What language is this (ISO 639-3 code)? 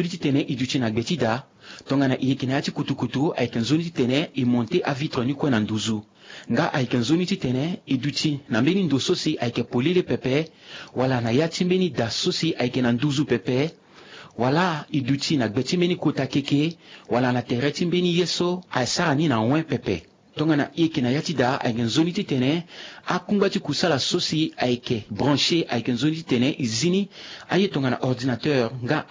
sag